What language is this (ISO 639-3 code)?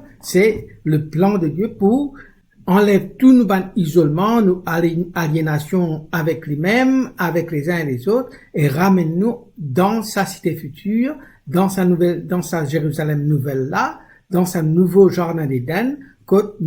mfe